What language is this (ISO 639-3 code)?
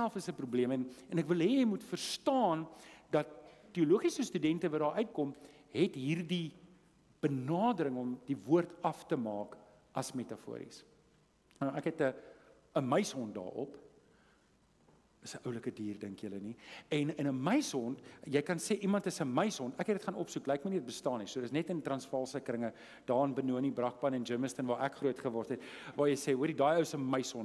afr